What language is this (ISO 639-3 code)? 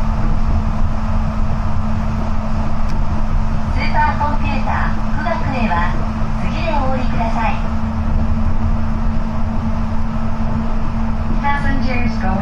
jpn